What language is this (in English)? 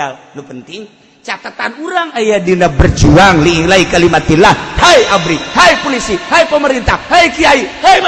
Sundanese